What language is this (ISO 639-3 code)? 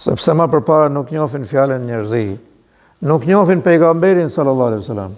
sqi